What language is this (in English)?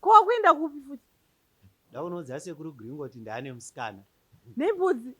Shona